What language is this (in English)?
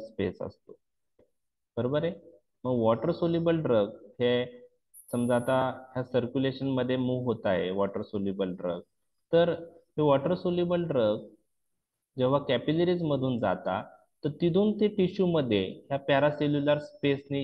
Marathi